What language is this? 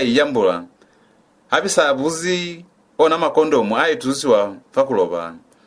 Lozi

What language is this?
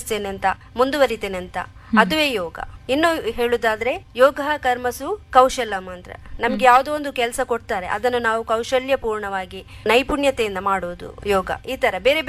Kannada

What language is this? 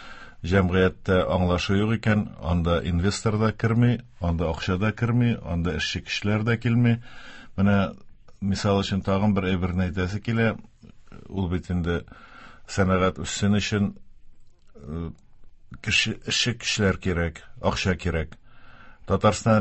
Tatar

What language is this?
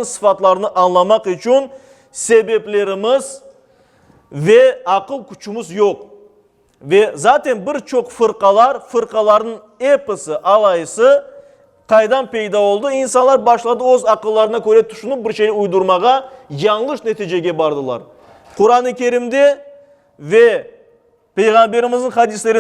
Crimean Tatar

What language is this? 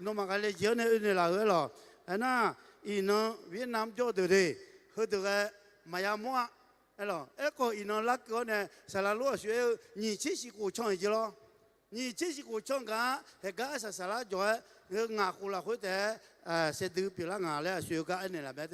Akha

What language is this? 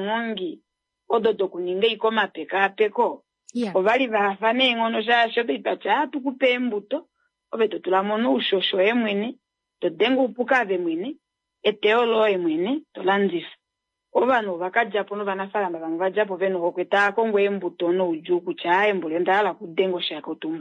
Kuanyama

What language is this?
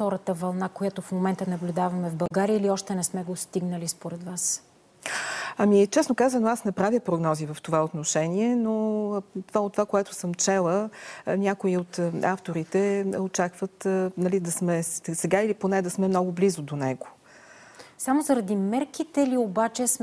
Bulgarian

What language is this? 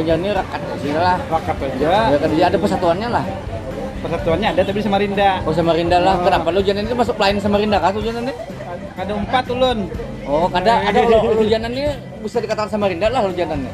Banjar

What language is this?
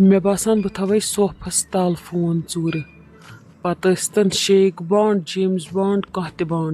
Kashmiri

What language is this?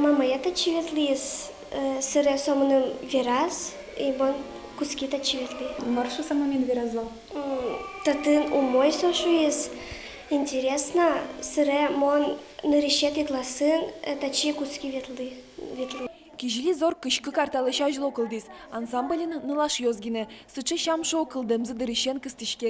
Udmurt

